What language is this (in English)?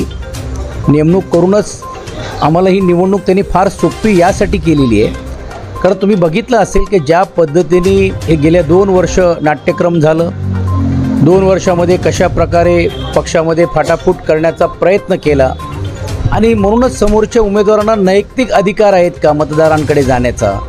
Marathi